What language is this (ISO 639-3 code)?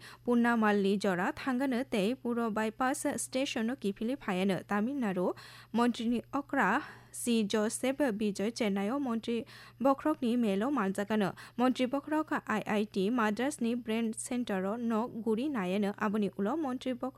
trp